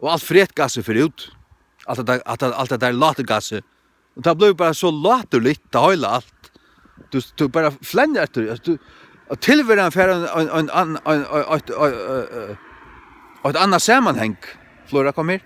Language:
Faroese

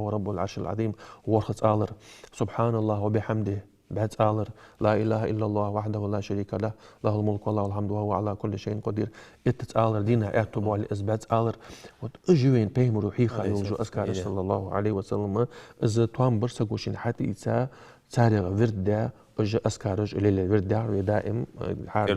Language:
Ingush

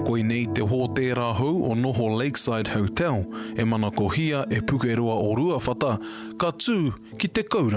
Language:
Māori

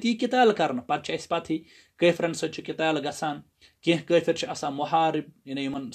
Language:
Kashmiri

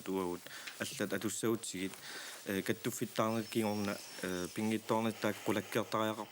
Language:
Kalaallisut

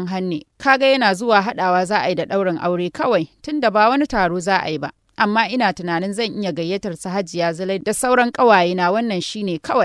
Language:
Hausa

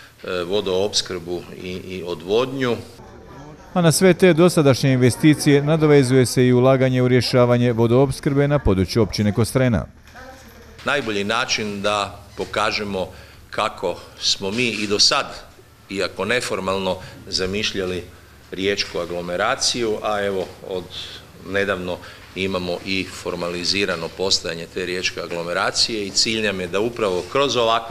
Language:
Croatian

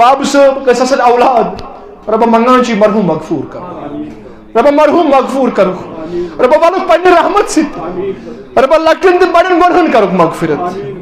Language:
Kashmiri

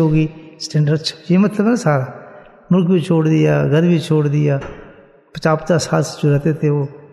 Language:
Urdu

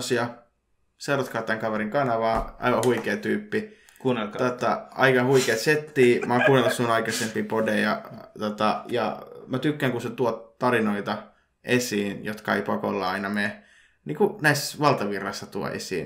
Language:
Finnish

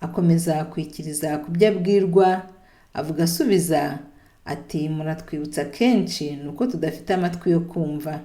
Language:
Kinyarwanda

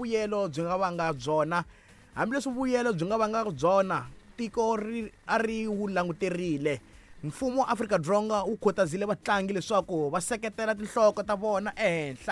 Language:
Tsonga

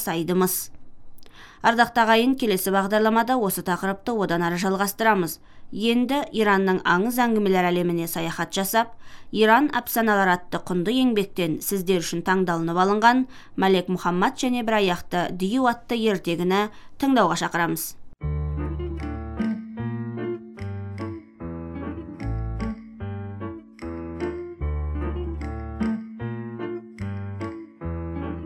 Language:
Kazakh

